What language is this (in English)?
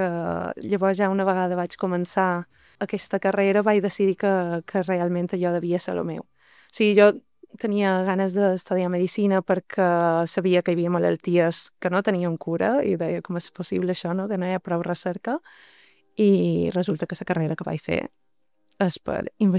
Catalan